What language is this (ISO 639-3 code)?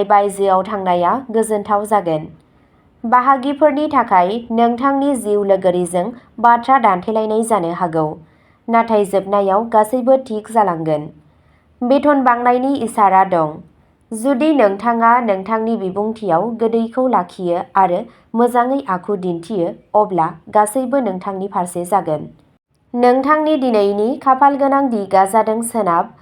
brx